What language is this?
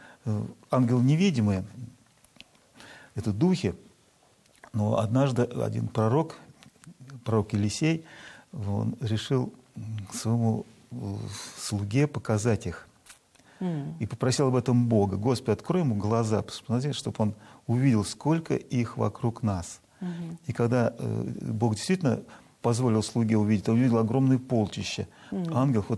Russian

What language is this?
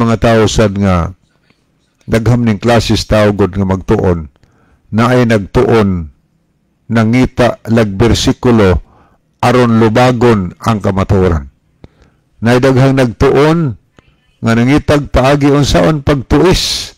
Cebuano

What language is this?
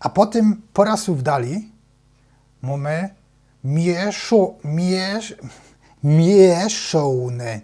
Silesian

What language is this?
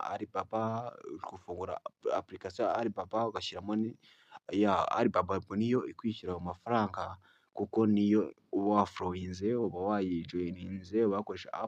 Kinyarwanda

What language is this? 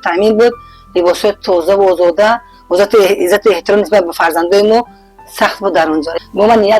Tajik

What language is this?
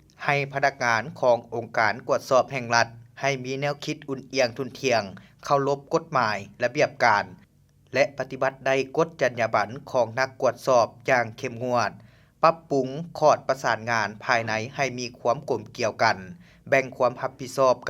Lao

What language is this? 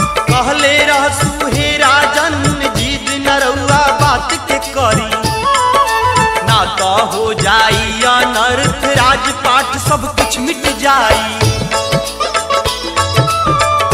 Bhojpuri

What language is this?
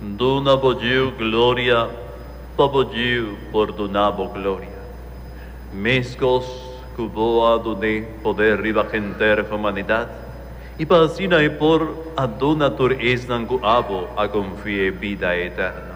Papiamento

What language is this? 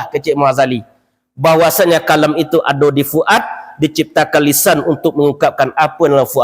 Minangkabau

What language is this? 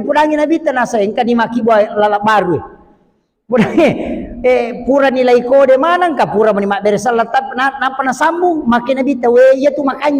Buginese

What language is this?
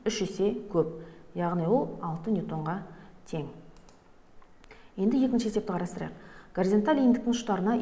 Kazakh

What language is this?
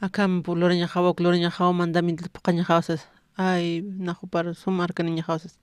Aymara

